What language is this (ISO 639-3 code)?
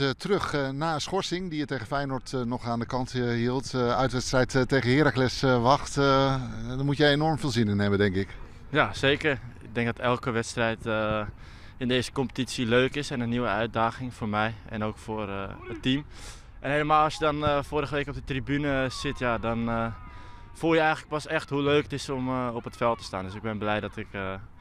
nld